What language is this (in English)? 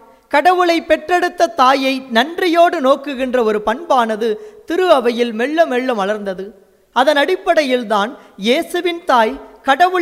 Tamil